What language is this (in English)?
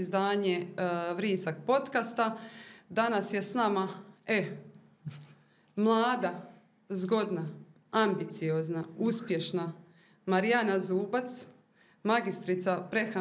Croatian